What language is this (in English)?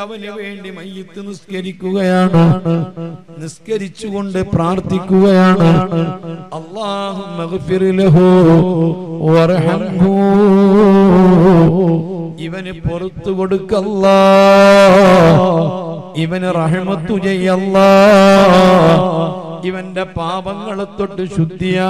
Malayalam